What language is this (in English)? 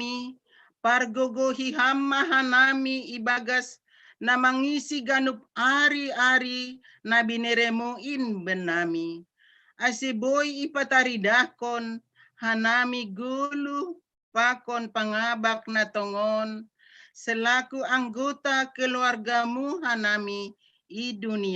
Batak Simalungun